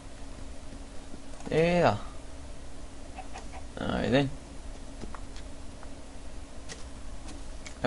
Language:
Bulgarian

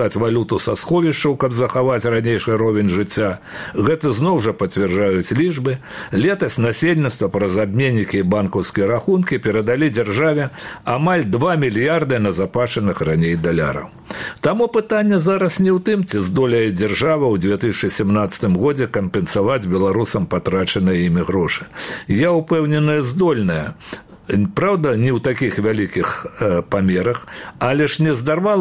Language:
Belarusian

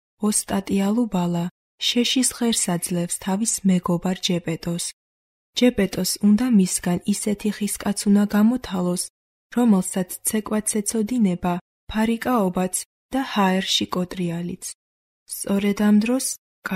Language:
Georgian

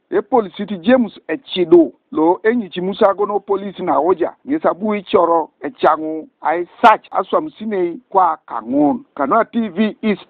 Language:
Teso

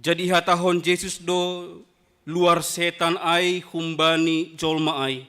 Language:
Batak Simalungun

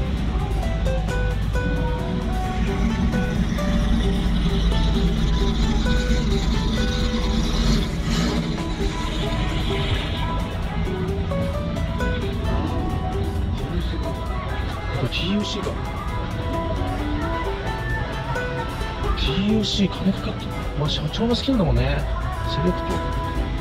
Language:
Japanese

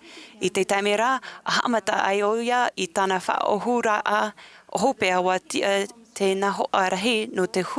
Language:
Tahitian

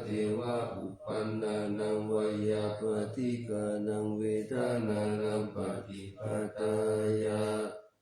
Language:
Pali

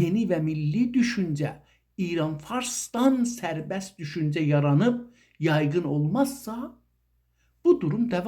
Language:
South Azerbaijani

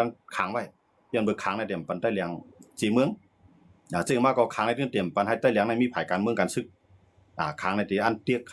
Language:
Shan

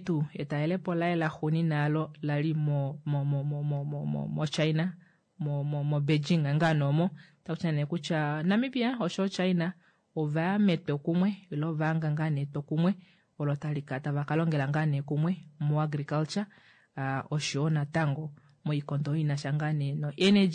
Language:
Kuanyama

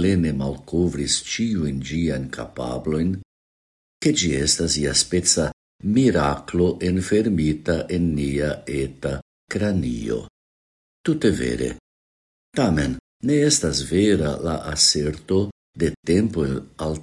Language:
Esperanto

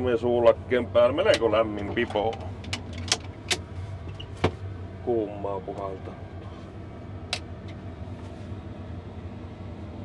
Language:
Finnish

